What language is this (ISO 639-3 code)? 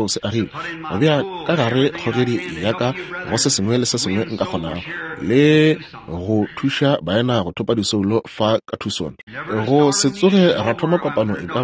nso